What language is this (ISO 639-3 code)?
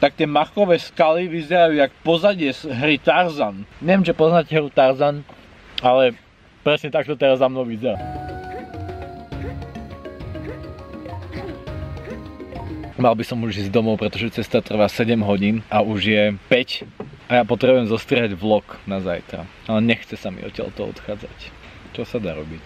slk